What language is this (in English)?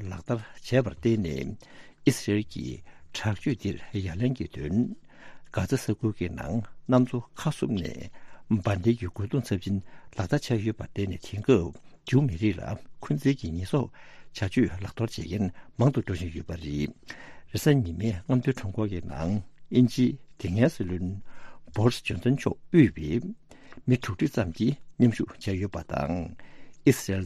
Tibetan